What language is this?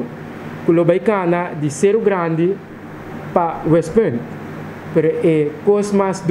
Papiamento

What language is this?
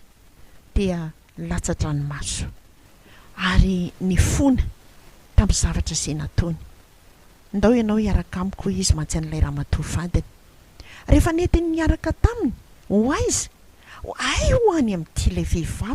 Malagasy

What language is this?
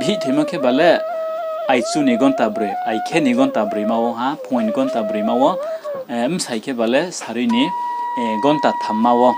Riang (India)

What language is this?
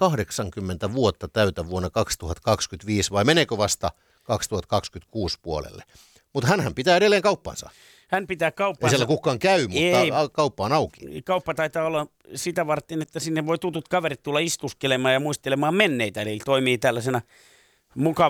Finnish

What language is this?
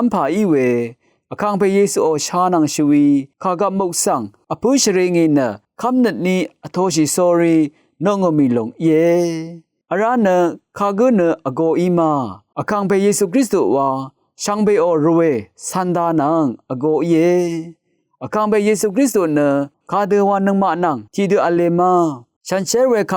Rawang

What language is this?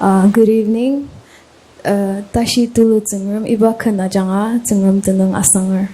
Ao Naga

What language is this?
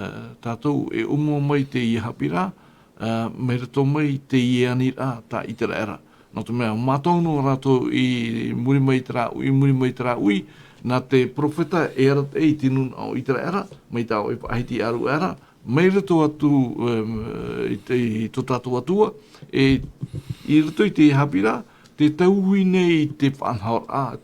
Tahitian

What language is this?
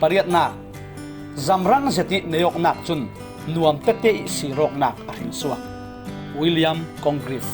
Falam Chin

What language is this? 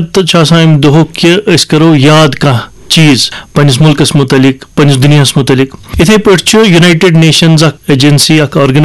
Kashmiri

